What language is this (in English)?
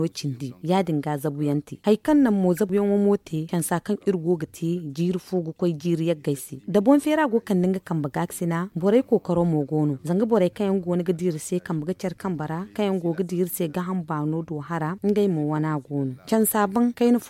Zarma